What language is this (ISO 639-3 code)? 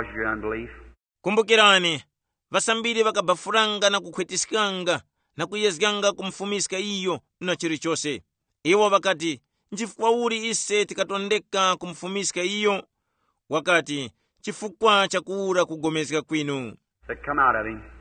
tum